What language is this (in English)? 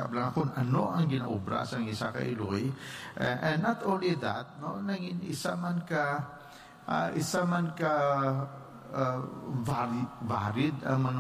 Hiligaynon